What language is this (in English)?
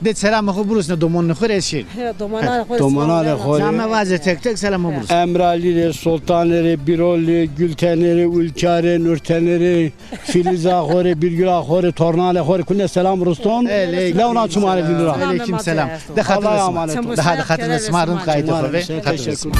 Zaza